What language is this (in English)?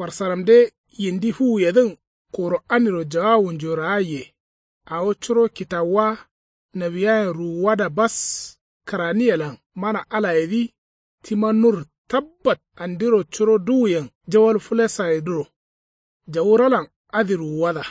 Kanuri